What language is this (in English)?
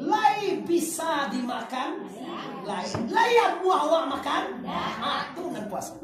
Minangkabau